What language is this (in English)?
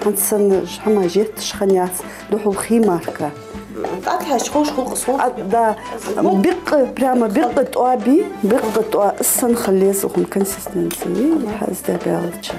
Ingush